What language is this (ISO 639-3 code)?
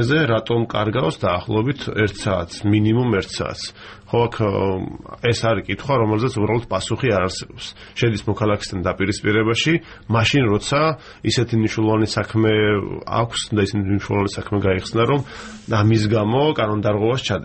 kat